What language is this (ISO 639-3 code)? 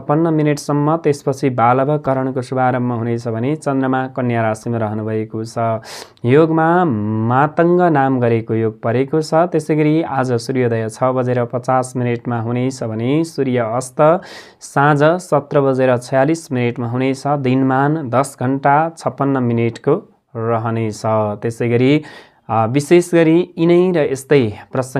nep